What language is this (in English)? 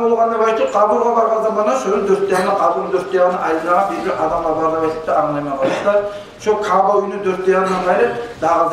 Kumyk